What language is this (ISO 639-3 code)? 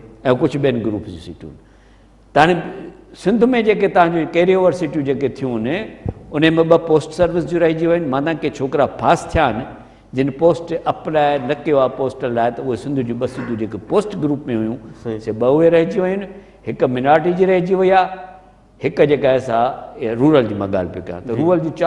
snd